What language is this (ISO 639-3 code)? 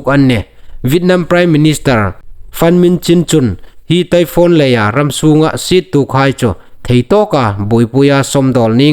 hmr